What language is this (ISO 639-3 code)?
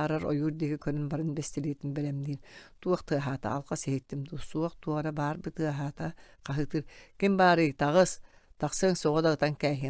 sah